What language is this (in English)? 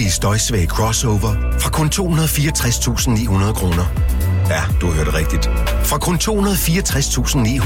Danish